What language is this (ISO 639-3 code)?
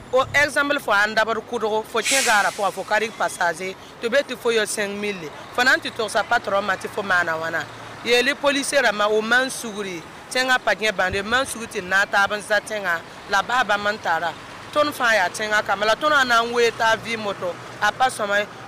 mos